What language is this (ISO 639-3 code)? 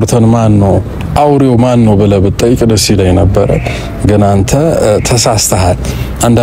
amh